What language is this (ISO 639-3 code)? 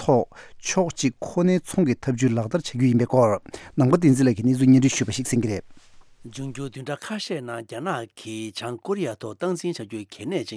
bod